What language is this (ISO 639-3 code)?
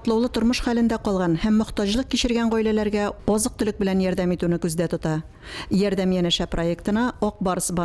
tat